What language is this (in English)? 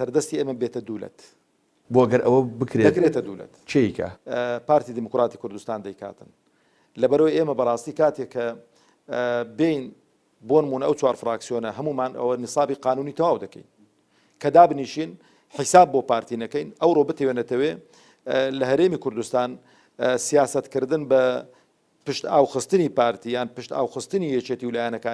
Central Kurdish